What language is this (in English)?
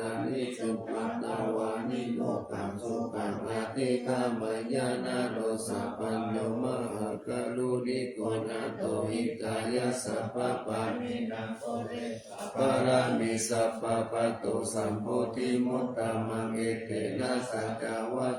Pali